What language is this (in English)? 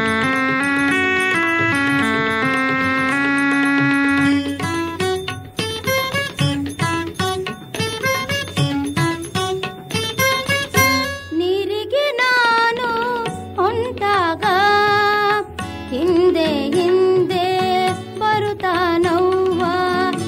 Kannada